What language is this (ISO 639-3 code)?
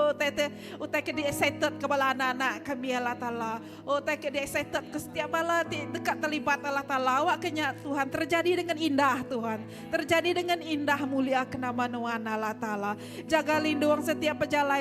iba